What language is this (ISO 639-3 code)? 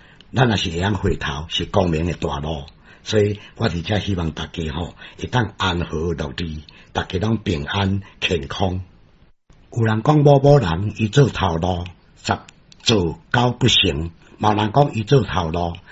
nan